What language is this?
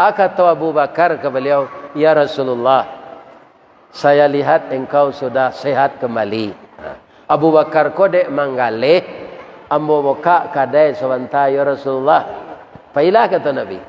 Minangkabau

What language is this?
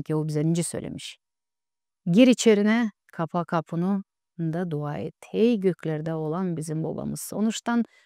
Gagauz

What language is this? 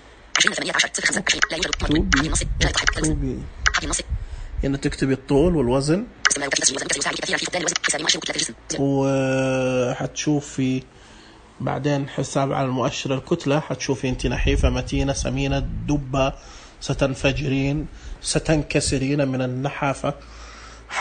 Najdi Arabic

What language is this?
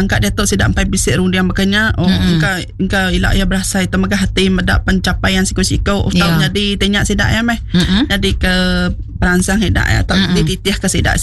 Iban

